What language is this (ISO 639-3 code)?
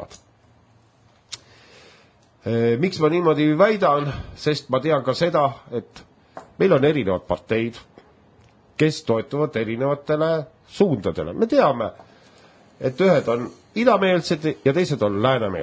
est